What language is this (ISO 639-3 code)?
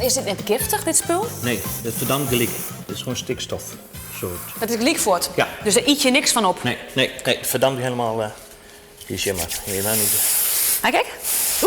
fry